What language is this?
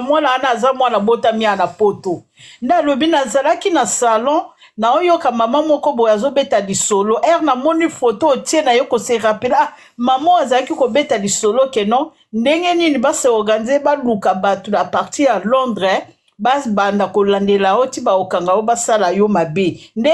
Lingala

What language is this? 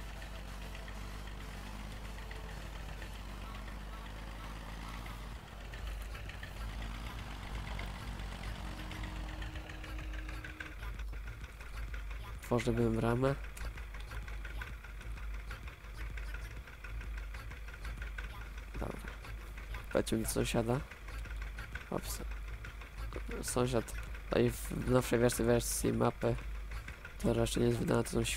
Polish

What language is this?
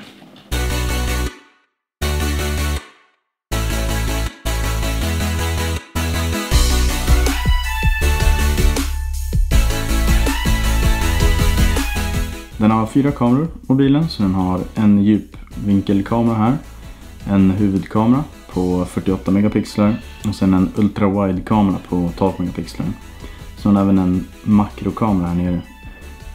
Swedish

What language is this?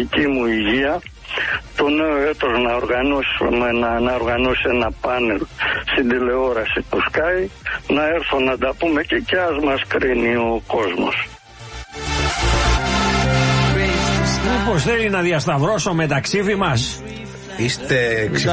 Greek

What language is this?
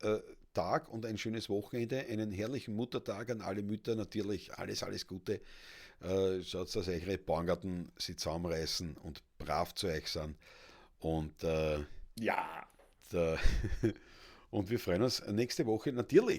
Bavarian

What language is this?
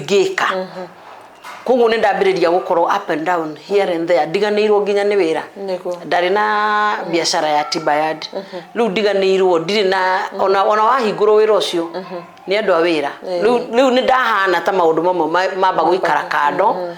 Kikuyu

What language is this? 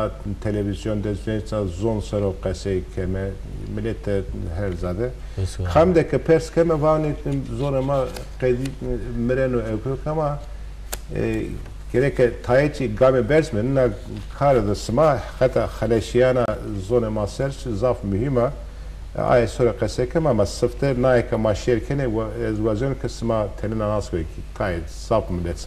Zaza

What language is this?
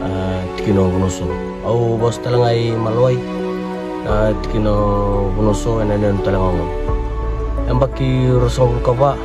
Fijian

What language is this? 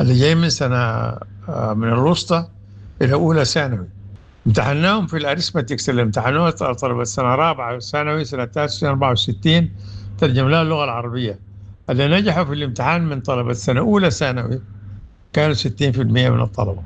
Sudanese Arabic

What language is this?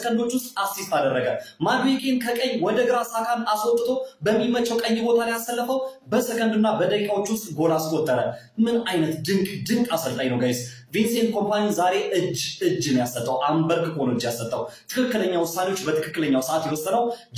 Amharic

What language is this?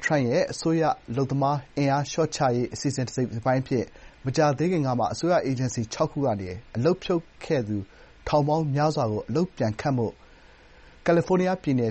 Burmese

